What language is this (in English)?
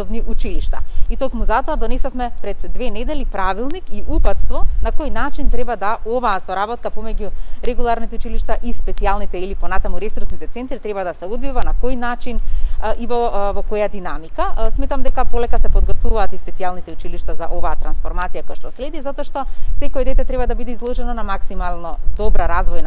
Macedonian